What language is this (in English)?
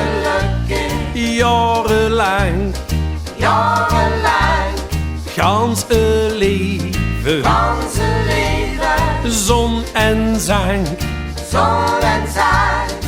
Limburgish